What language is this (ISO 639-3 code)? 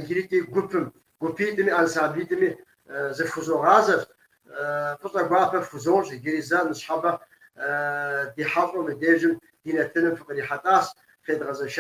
kbd